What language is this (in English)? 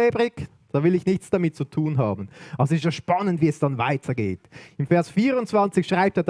Swiss German